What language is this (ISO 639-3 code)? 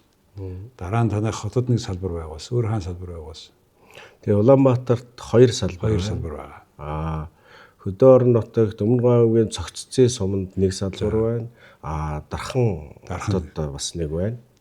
mon